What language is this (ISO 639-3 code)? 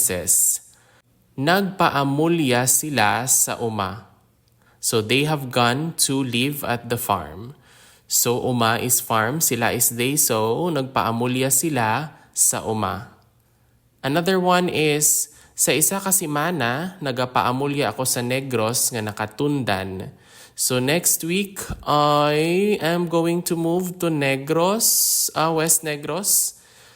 hil